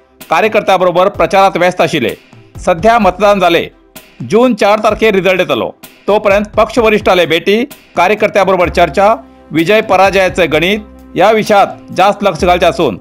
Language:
Konkani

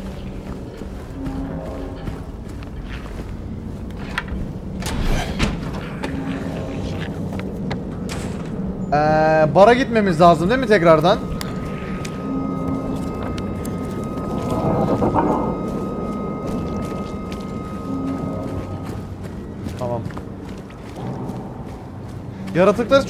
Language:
Turkish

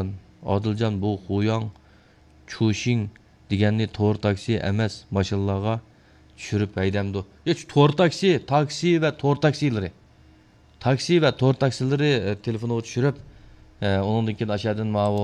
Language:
Uyghur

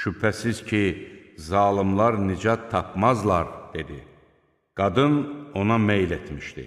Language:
Azerbaijani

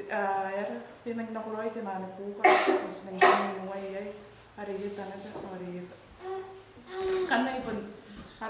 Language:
Gilbertese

